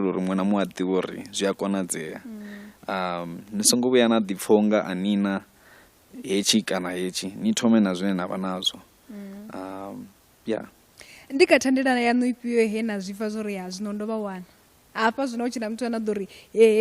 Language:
Venda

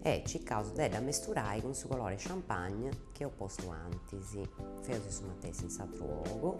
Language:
Sardinian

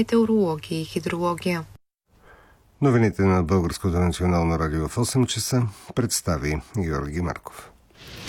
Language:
Bulgarian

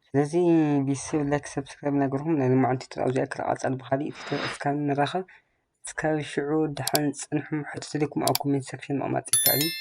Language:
Tigrinya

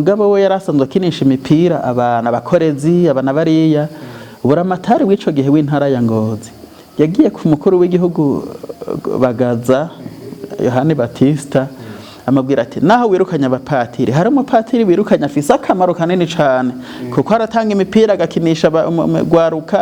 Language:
Rundi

